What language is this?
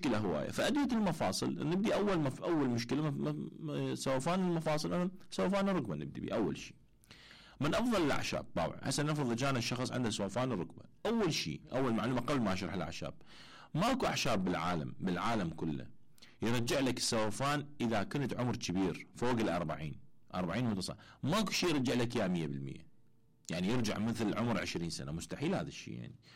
Mesopotamian Arabic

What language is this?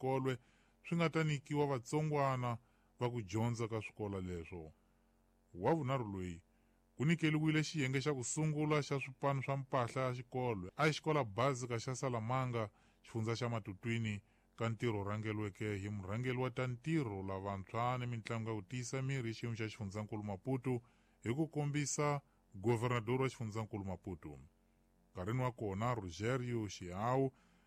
Tsonga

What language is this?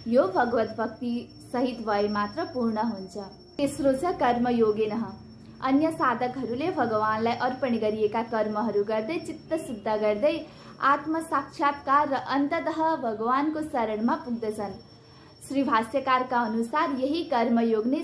Nepali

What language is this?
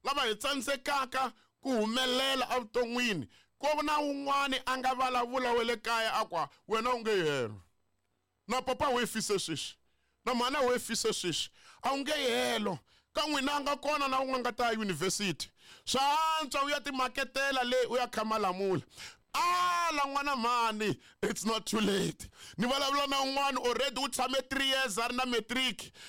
Tsonga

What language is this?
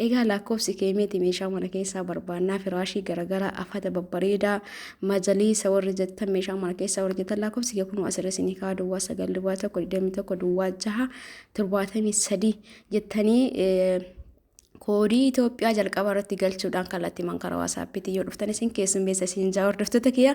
Oromo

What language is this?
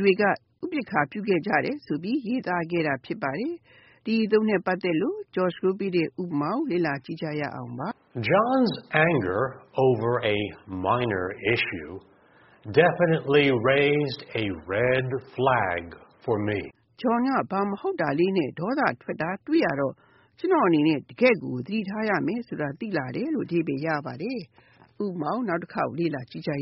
Burmese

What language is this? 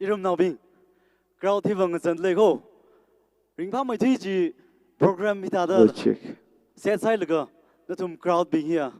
Tangkhul Naga (India)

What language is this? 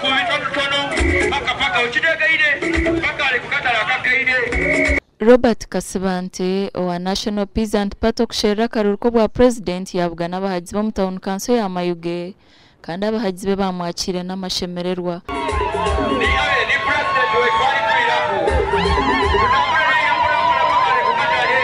Nyankole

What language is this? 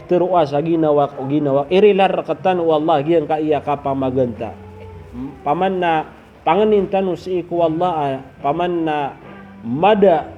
Maranao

